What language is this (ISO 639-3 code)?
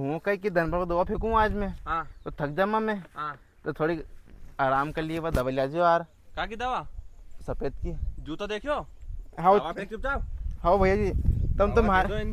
raj